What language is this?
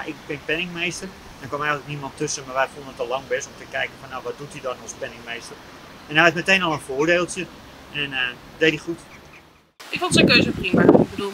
Dutch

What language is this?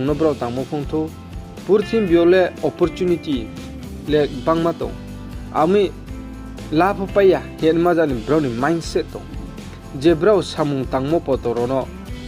Riang (India)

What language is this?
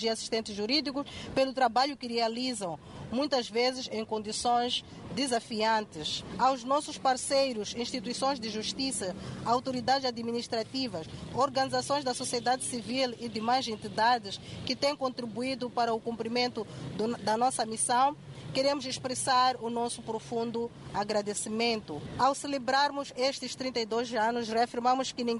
Portuguese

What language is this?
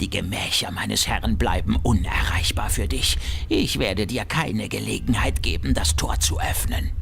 Bavarian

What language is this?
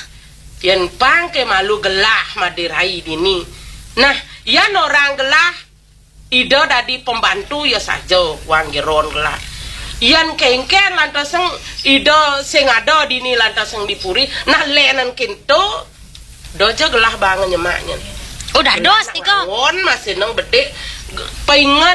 Balinese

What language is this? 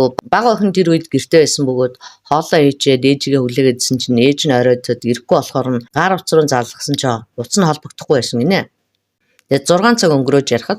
Mongolian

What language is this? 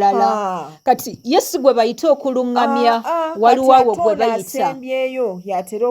Ganda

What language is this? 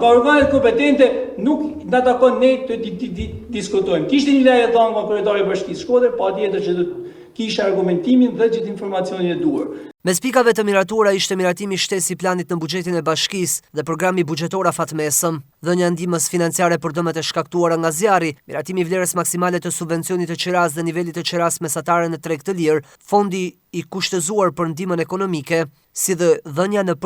Albanian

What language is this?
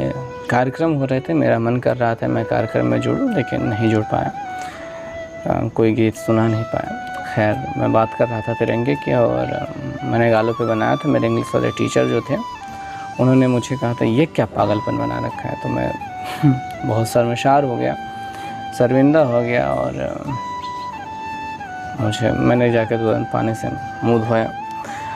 Hindi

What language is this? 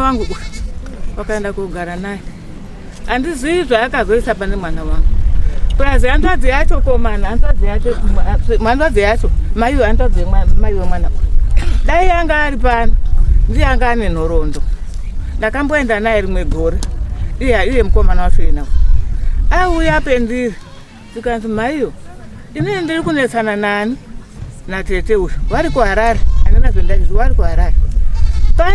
Shona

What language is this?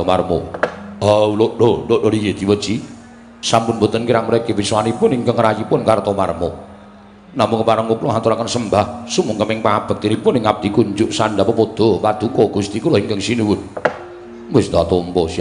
Javanese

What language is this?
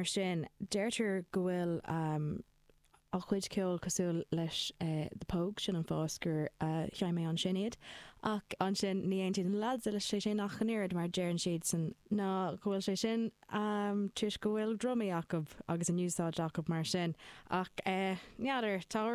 Irish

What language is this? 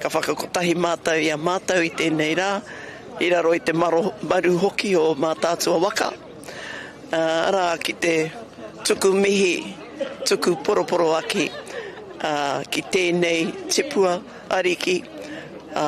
Māori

